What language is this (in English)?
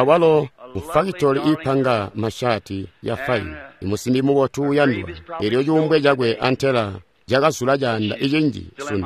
Tonga (Zambia)